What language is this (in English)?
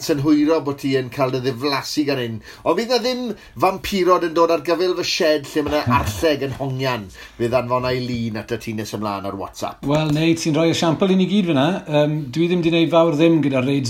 Welsh